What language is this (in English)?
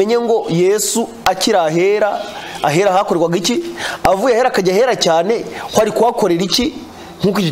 Kinyarwanda